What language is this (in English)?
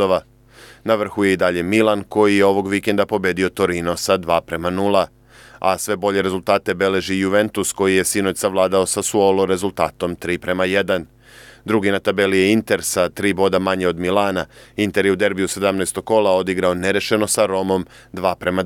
Serbian